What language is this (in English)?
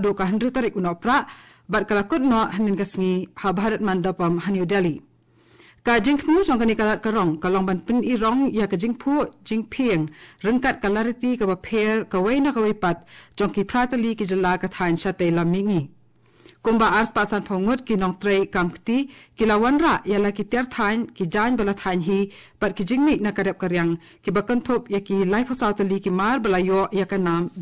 Khasi